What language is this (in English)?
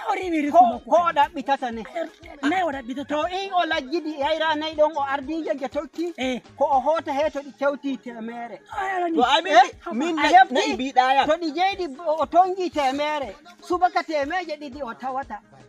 Nigerian Fulfulde